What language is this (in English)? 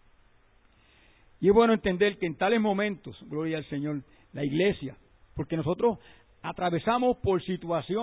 Spanish